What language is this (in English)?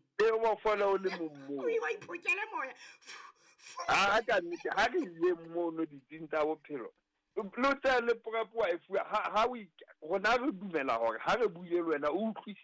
Southern Sotho